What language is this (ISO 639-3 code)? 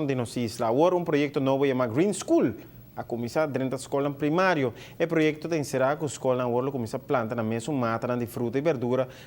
pap